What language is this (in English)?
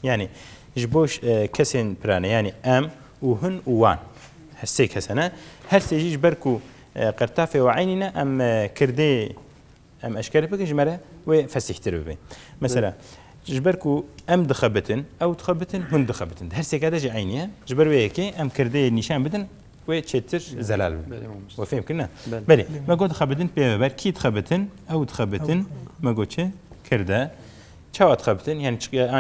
Kurdish